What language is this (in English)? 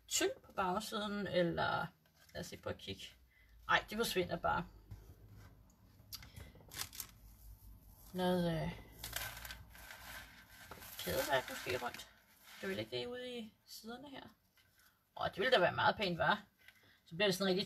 Danish